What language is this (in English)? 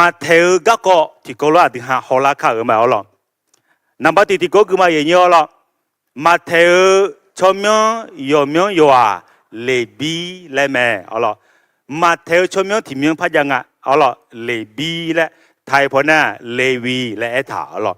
Akha